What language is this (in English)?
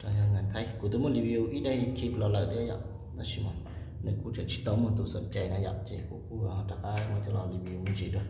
Hmong